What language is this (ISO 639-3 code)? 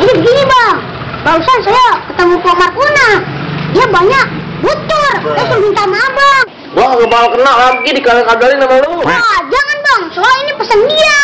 bew